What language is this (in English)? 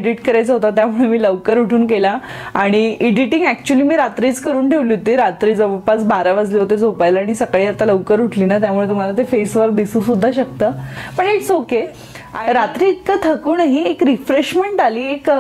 Marathi